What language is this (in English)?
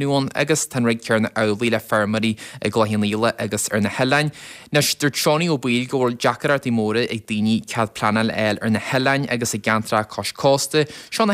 Irish